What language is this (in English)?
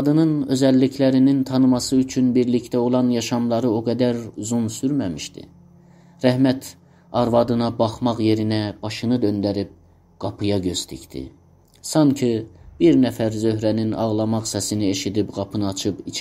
South Azerbaijani